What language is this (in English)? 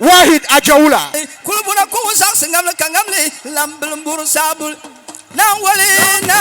Dagbani